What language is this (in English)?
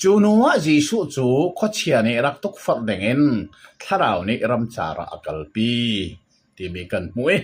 Hakha Chin